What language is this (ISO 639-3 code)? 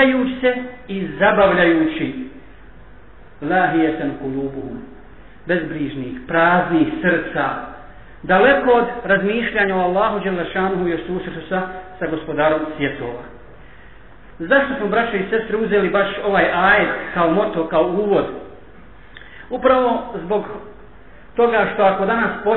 bos